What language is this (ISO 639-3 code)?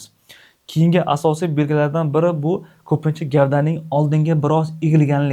uzb